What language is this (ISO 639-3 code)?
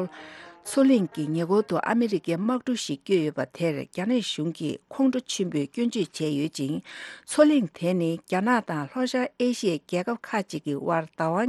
bod